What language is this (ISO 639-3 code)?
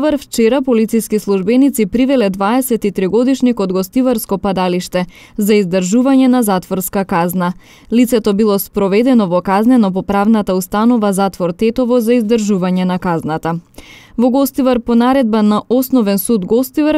mkd